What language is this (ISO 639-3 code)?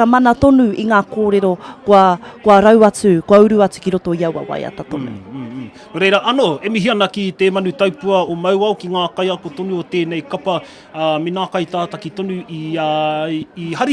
mri